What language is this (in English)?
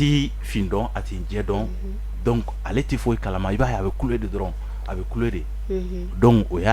Bambara